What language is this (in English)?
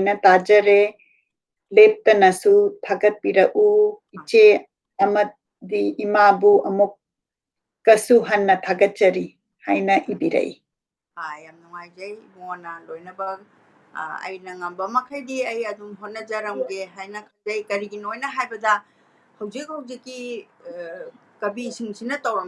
Manipuri